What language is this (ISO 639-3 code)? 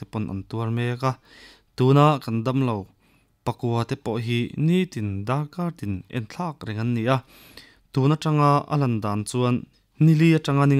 lus